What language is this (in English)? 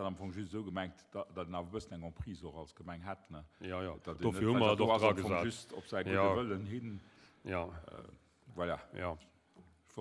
Luxembourgish